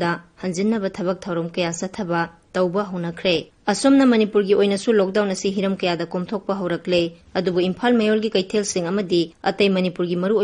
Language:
Manipuri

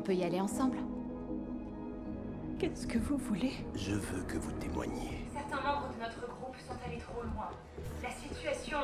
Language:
French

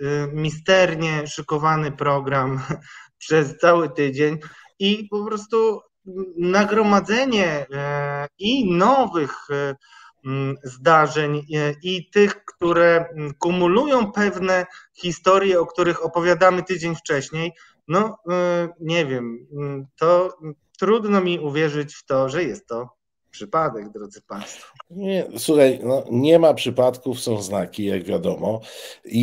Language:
Polish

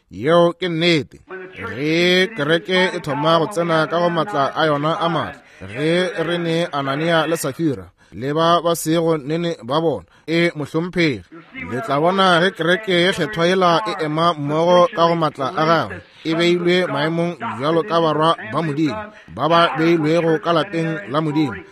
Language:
Northern Sotho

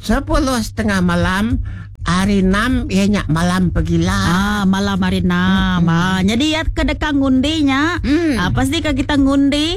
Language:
Iban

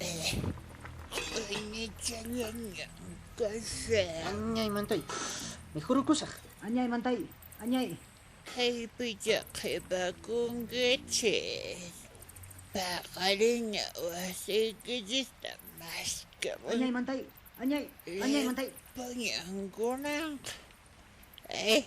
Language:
Quechua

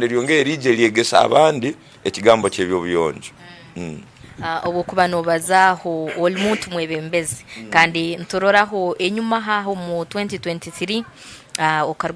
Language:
Tooro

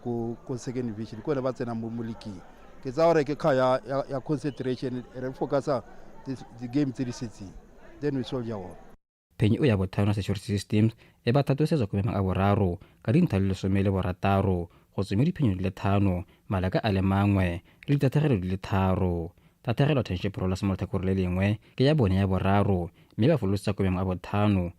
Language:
Tswana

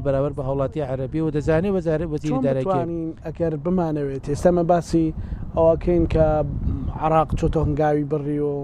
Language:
Central Kurdish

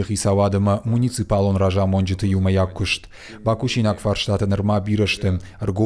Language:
Ossetic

